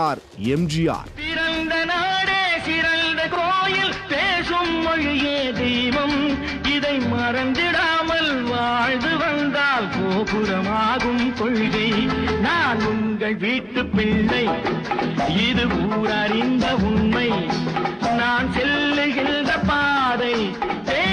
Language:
Tamil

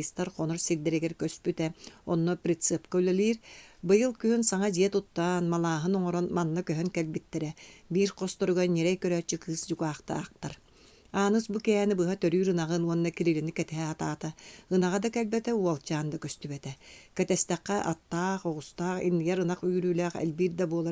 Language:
Yakut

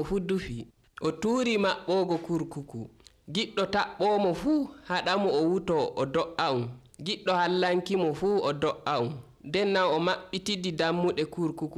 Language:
Nigerian Fulfulde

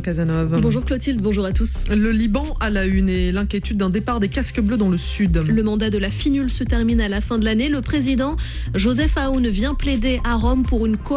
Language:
French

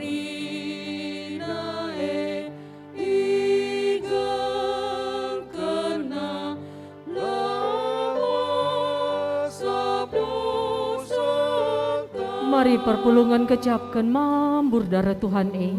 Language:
Batak Karo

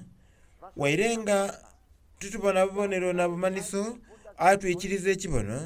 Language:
Soga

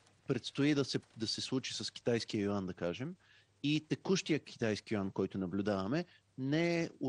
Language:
Bulgarian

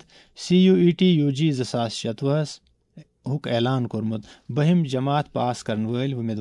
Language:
Kashmiri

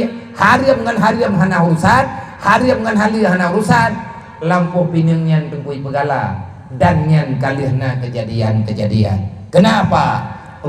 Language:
Achinese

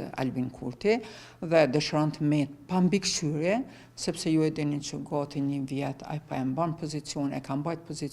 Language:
Albanian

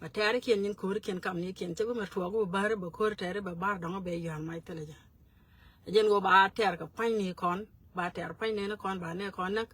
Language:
Nuer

